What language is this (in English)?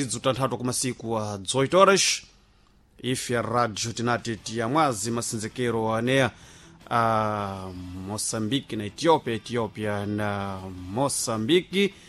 Sena